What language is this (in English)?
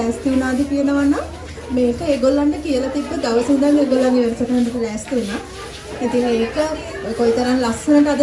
Sinhala